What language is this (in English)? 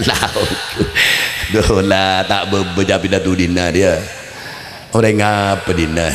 Madurese